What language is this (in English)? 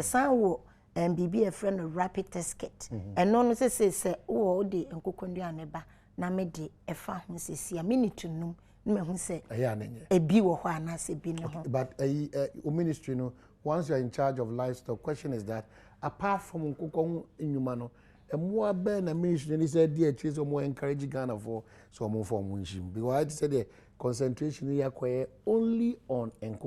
Akan